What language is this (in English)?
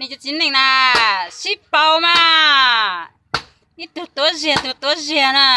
Hmong